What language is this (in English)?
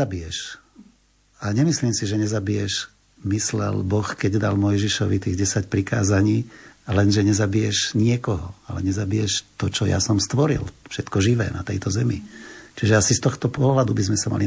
Slovak